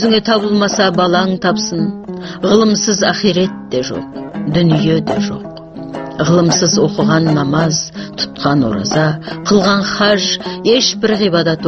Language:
Kazakh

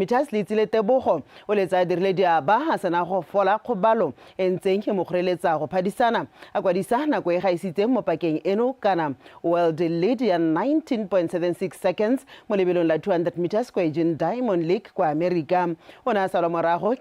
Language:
Tswana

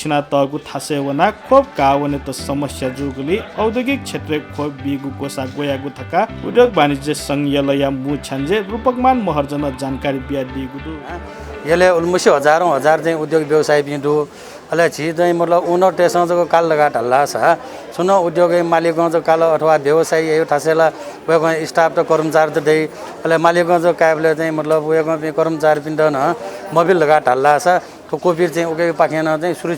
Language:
Newari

